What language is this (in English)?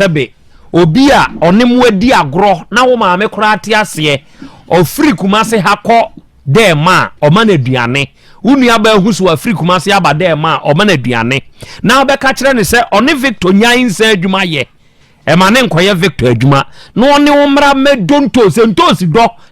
Akan